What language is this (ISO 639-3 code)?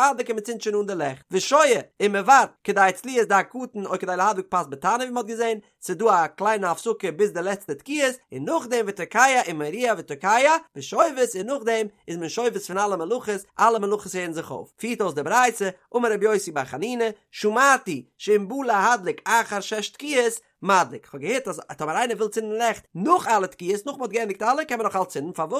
yid